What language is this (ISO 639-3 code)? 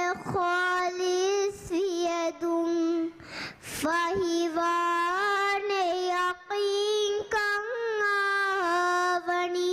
div